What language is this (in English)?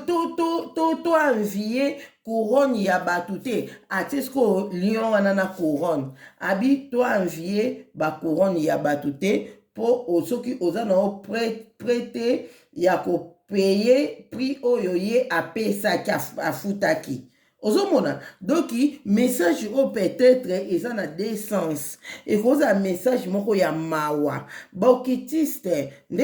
Lingala